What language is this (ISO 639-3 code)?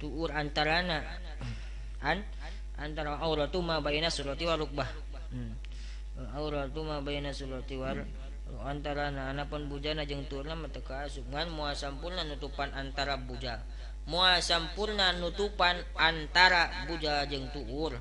sun